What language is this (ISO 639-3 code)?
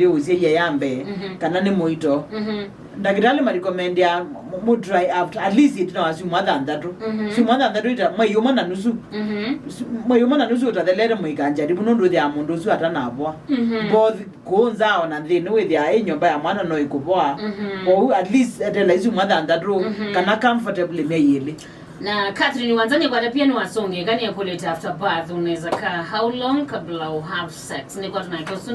kam